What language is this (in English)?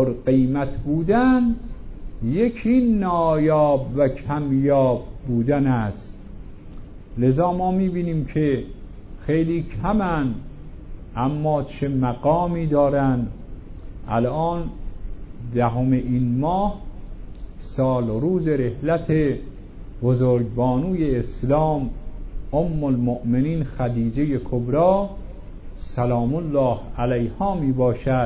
Persian